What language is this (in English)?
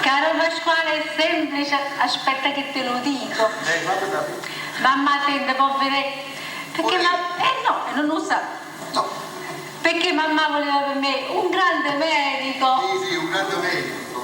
Neapolitan